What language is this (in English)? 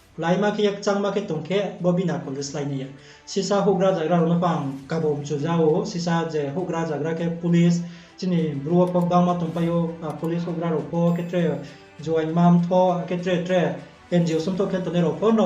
Riang (India)